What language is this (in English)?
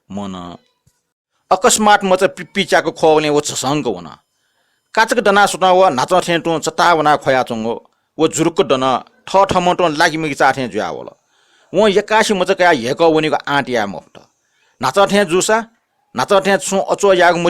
Newari